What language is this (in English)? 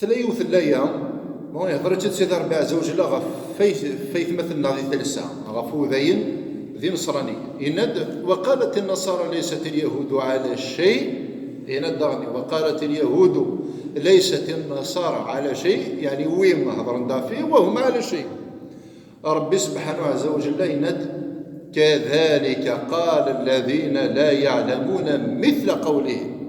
Kabyle